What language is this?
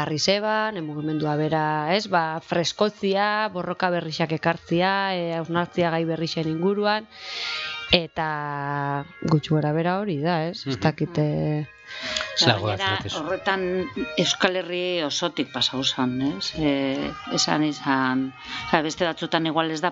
Basque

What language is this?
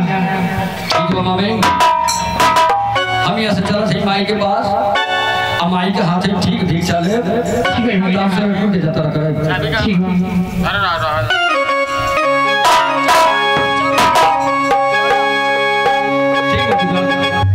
Bhojpuri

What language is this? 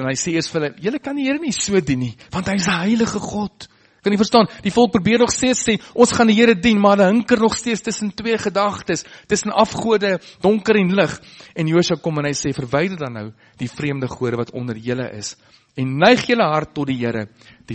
Afrikaans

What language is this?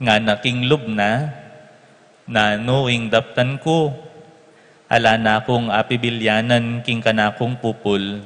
Pampanga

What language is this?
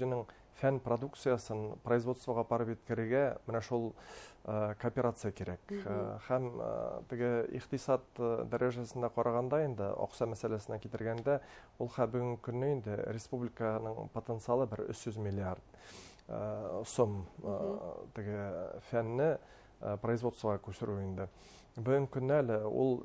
Bashkir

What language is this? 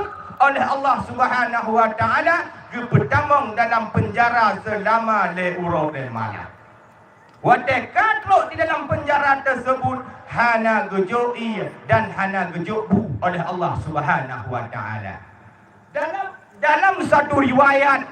Achinese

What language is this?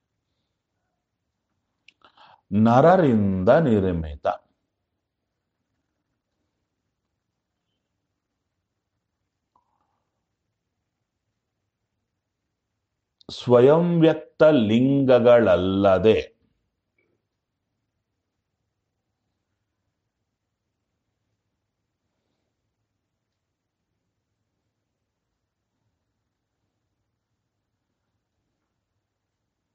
Kannada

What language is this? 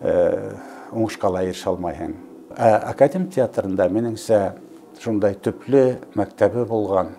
Bashkir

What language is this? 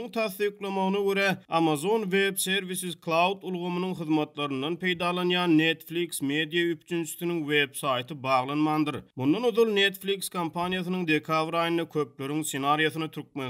Turkmen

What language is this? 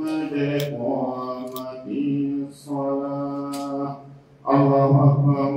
Pular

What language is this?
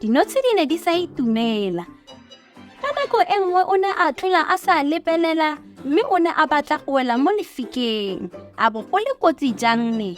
Tswana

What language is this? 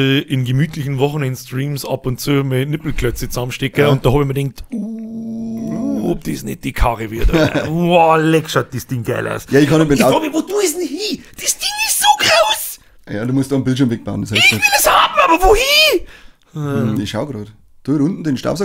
Bavarian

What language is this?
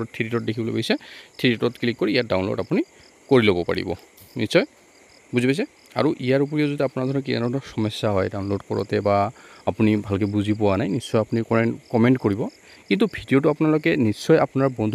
Assamese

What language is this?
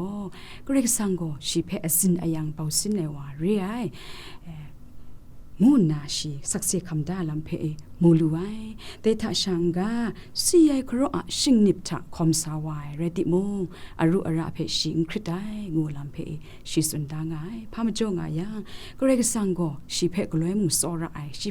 Kachin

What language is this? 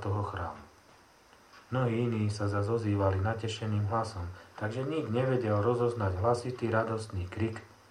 Slovak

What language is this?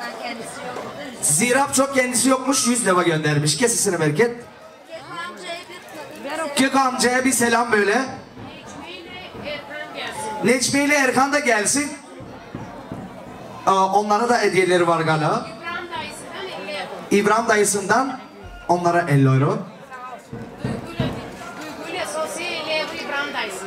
Turkish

